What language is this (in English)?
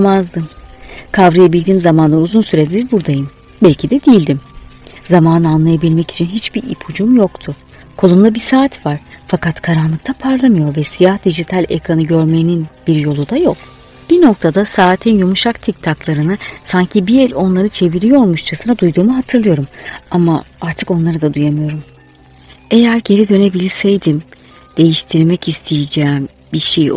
Turkish